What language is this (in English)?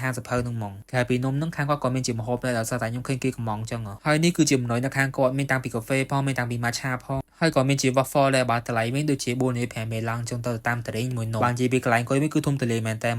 Khmer